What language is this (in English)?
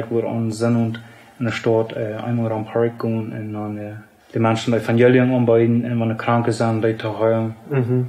Plautdietsch